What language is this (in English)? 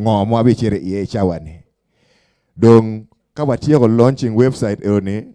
Acoli